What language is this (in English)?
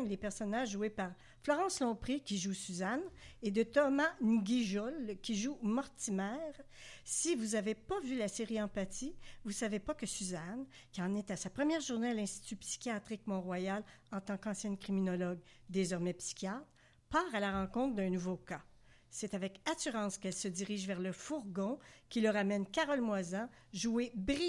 French